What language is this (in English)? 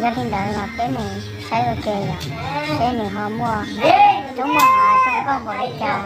Hmong